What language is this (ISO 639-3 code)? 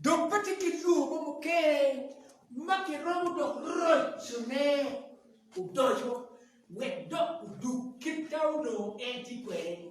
ach